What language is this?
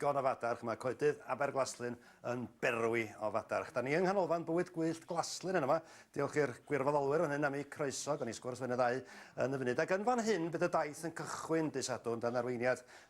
Welsh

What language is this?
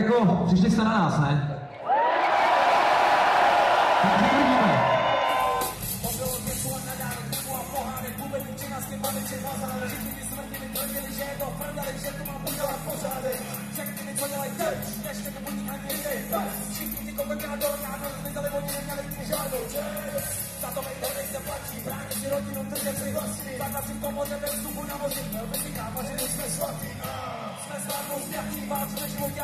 Czech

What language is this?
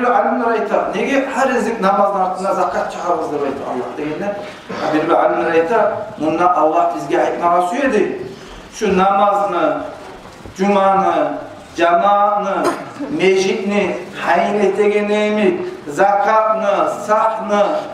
Kumyk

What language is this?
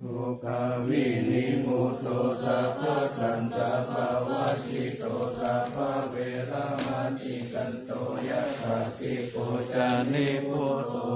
Pali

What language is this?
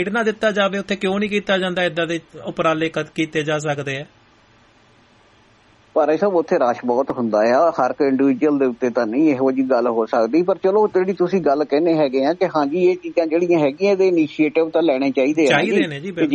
Punjabi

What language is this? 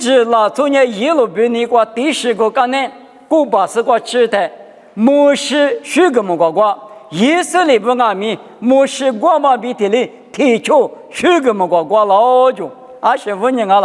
Lisu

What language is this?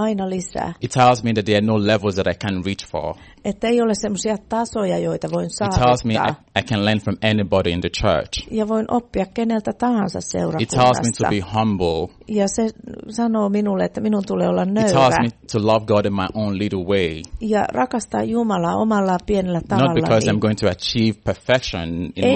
Finnish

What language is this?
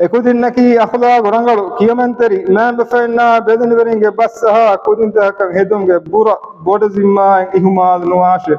Divehi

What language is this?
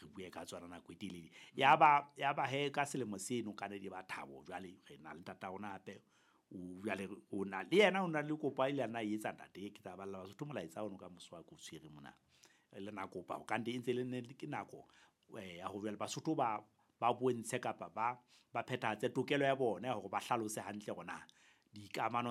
Southern Sotho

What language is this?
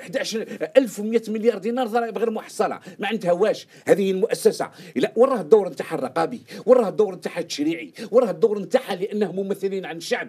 Algerian Arabic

